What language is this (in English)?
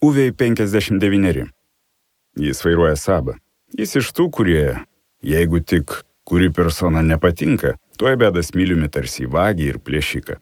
Lithuanian